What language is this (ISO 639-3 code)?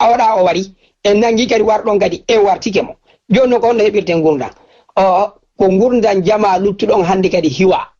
ful